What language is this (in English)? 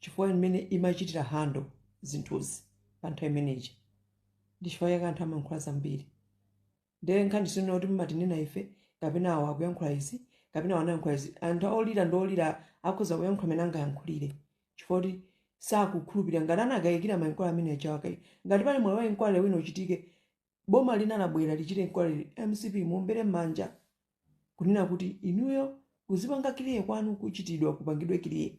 Nyanja